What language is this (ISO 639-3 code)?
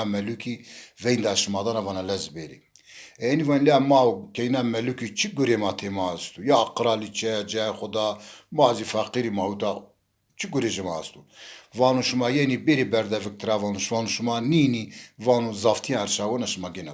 zza